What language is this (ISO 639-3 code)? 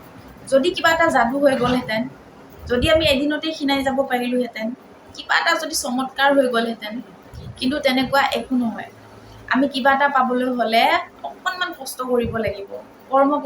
asm